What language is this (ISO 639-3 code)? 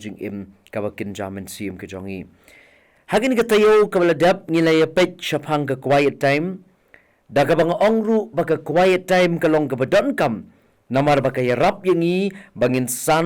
kha